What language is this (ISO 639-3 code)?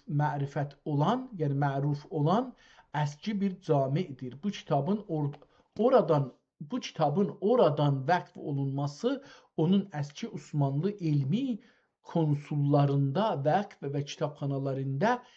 azb